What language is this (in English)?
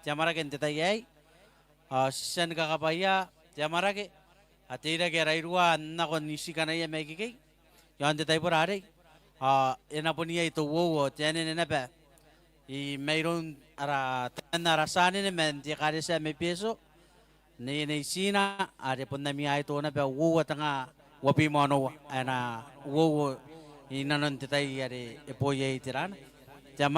Gilbertese